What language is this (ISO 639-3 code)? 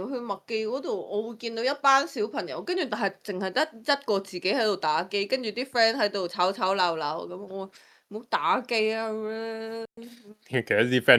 yue